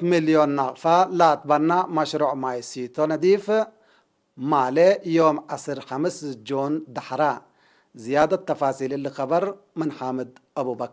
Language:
Tigre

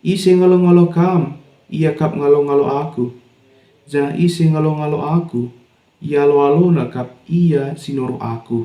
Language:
Batak Karo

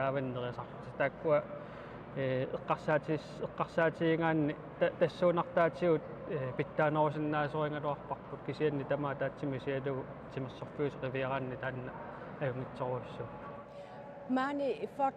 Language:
Kalaallisut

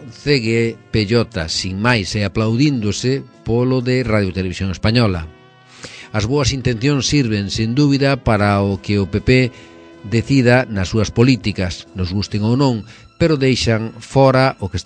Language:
Galician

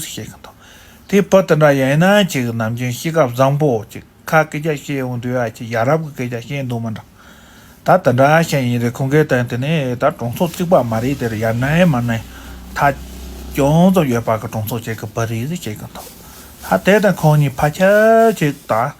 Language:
Tibetan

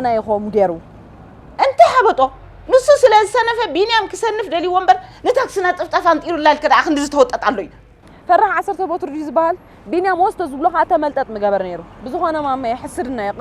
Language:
Tigrinya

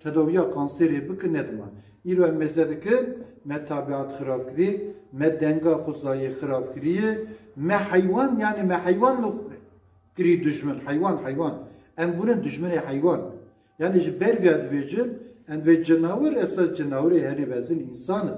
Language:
Kurdish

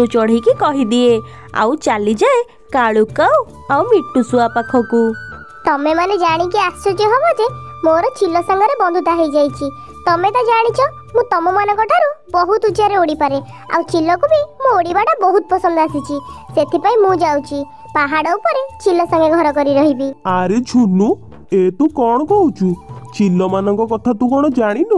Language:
Odia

